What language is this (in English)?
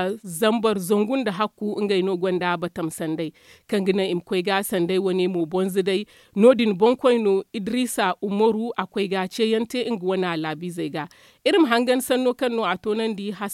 Zarma